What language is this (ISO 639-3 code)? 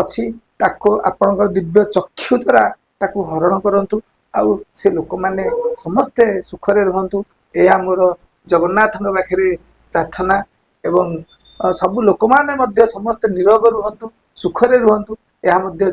ori